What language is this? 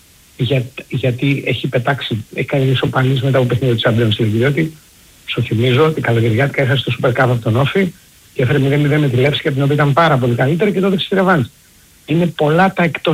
Greek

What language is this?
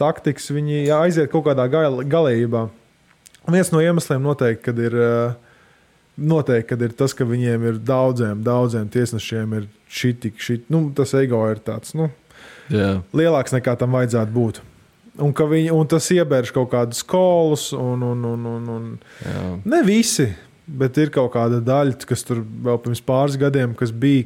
Latvian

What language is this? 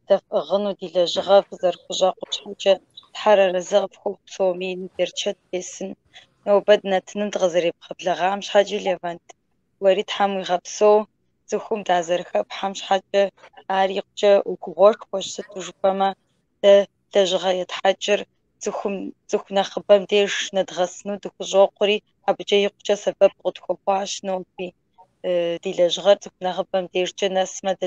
Kabardian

